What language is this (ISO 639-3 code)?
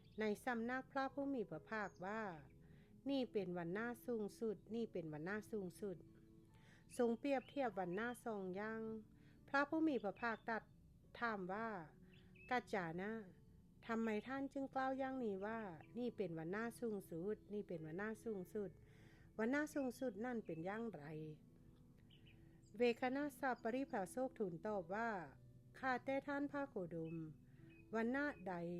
lao